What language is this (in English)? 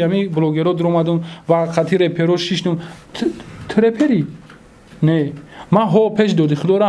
Tajik